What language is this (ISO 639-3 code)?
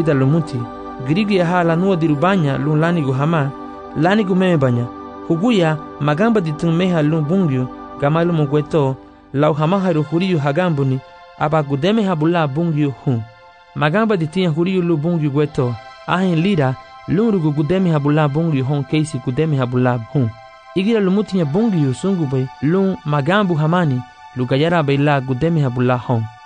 cab